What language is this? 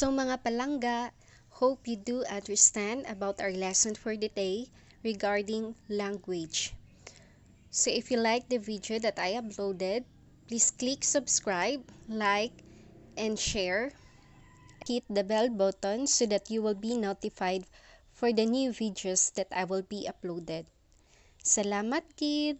Hiligaynon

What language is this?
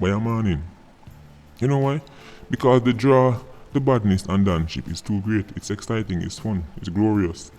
Jamaican Creole English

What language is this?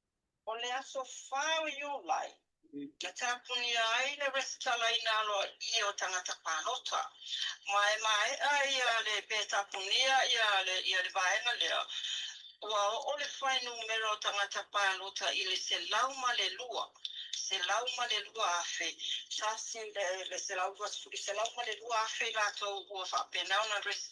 Samoan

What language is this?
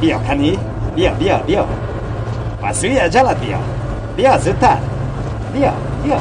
Tajik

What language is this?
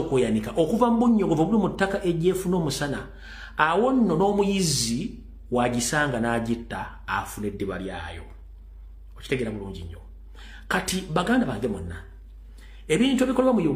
Ganda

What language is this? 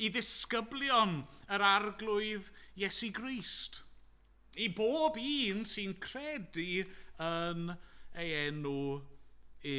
Welsh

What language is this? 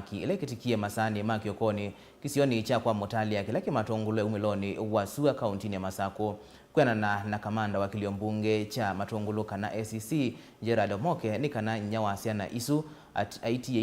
Kamba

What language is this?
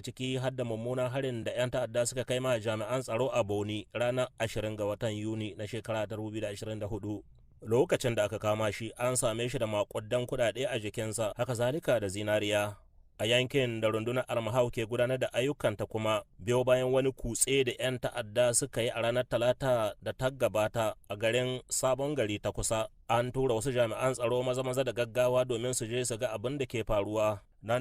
Hausa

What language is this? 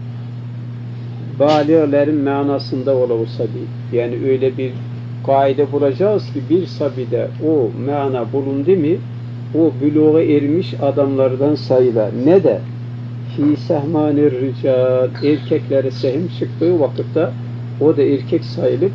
Turkish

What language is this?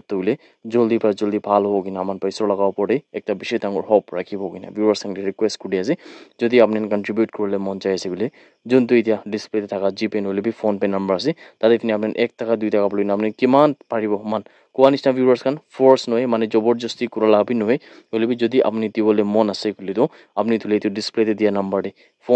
Naga Pidgin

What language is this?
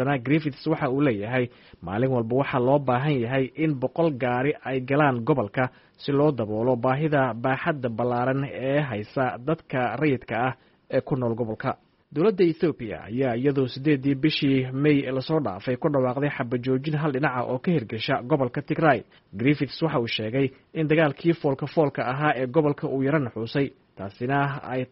Somali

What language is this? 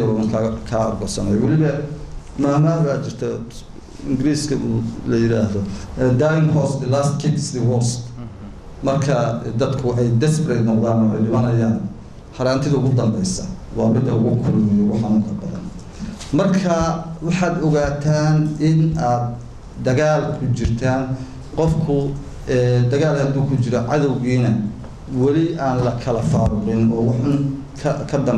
Somali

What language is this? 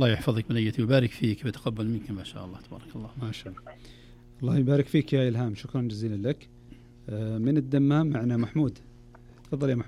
Najdi Arabic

